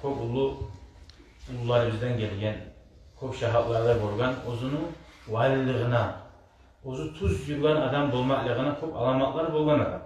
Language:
Kumyk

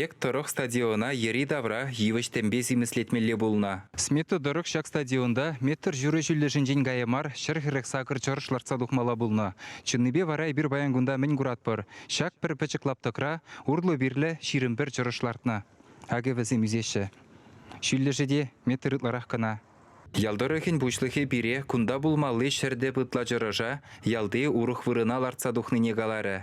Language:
Chuvash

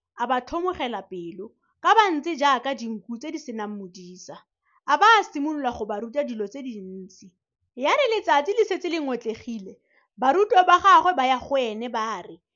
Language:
Tswana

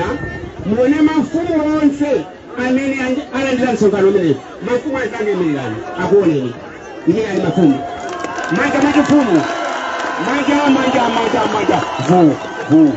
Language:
Nyanja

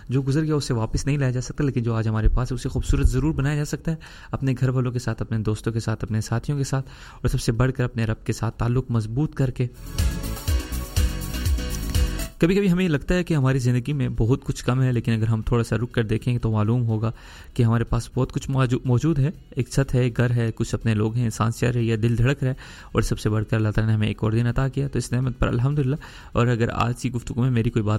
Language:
Urdu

